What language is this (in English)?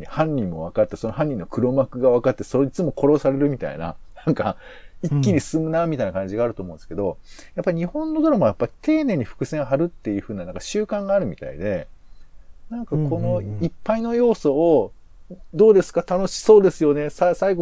Japanese